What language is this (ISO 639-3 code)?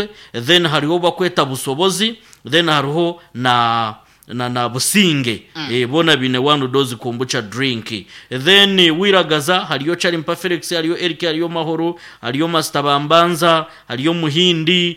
nyn